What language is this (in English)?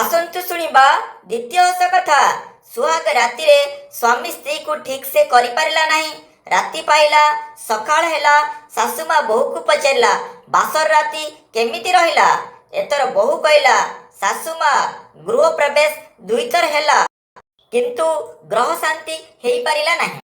Odia